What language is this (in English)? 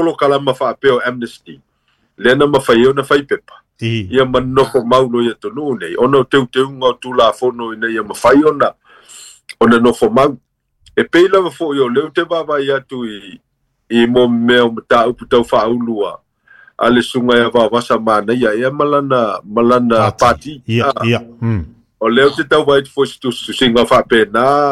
Samoan